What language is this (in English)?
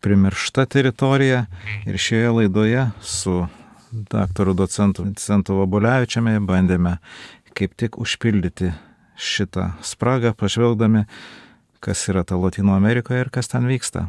Lithuanian